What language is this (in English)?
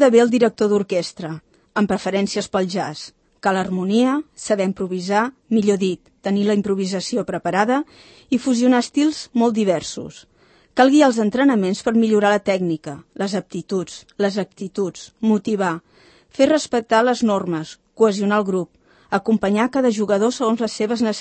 Catalan